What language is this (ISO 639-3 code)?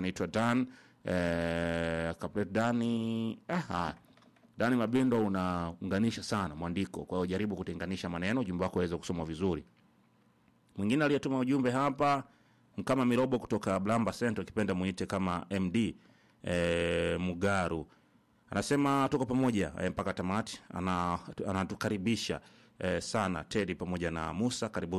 swa